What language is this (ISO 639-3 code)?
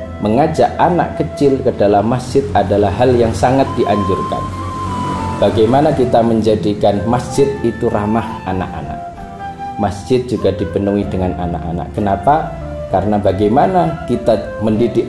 ind